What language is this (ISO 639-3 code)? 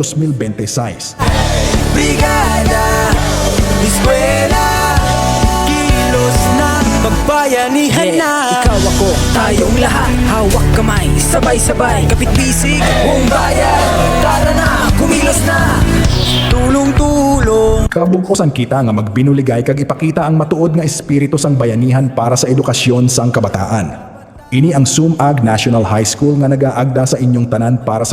hil